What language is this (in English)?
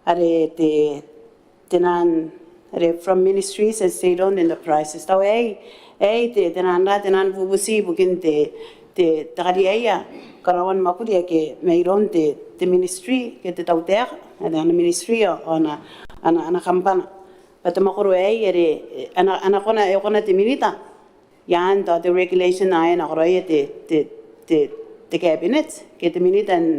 Gilbertese